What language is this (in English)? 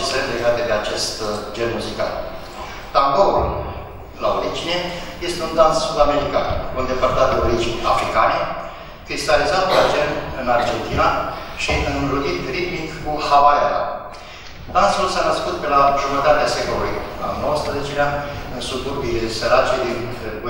Romanian